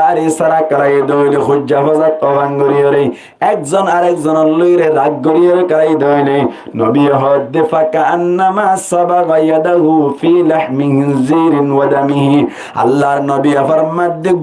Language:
Rohingya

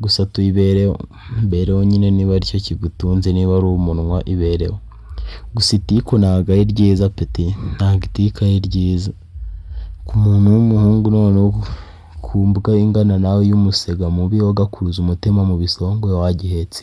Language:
Kinyarwanda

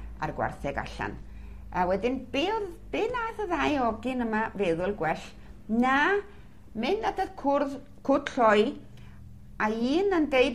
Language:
Welsh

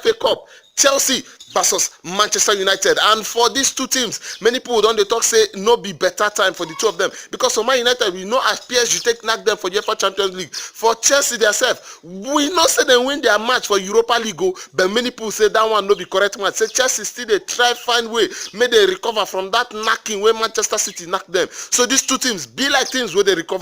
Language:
Nigerian Pidgin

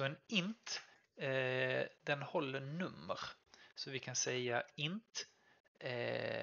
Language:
Swedish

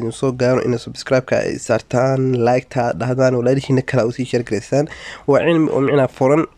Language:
Somali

